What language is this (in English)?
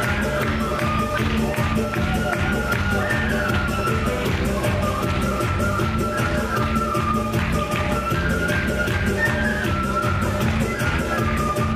Russian